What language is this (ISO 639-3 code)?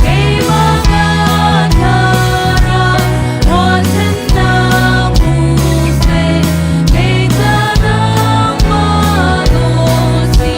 cnh